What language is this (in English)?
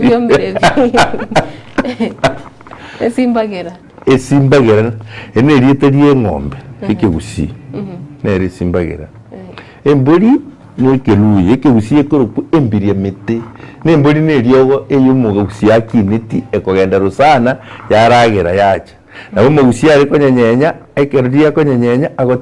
Gusii